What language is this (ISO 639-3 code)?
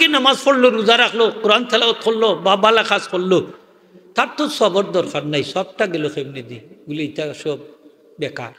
syl